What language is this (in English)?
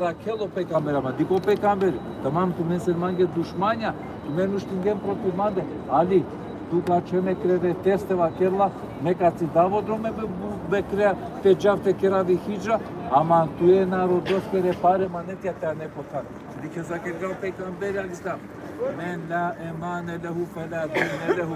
Balkan Romani